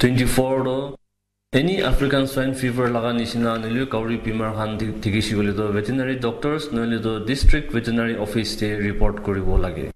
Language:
Naga Pidgin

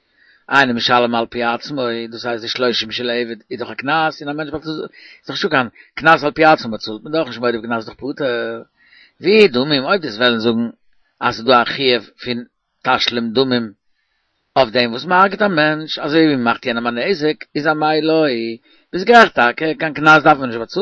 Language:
Yiddish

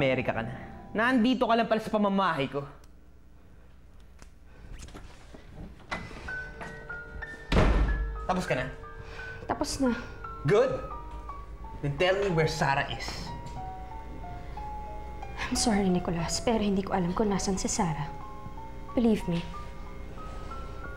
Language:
Filipino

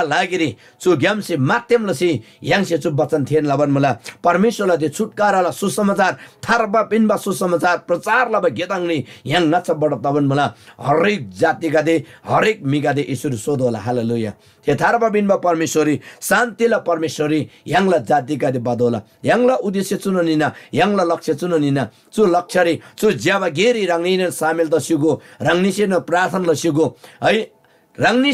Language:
Eastern Tamang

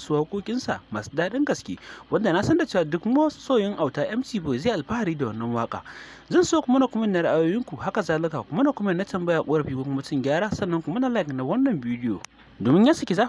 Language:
Hausa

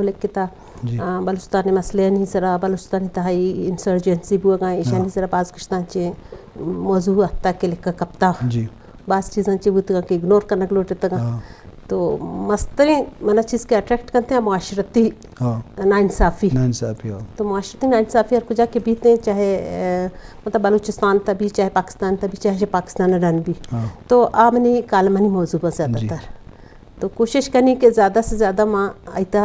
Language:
Eastern Balochi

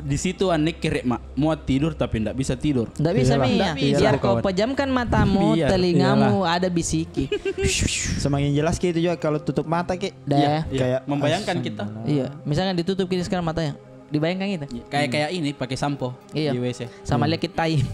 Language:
Makassar Malay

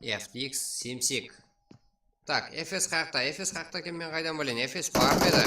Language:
Kara-Kalpak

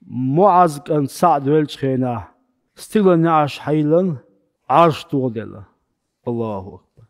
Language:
Chechen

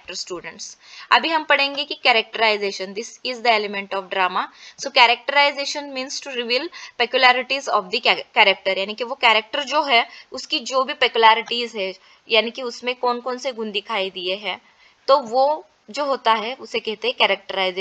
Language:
Hindi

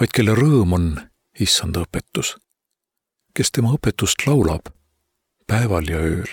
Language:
Estonian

